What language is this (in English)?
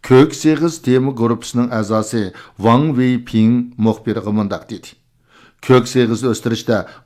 Uyghur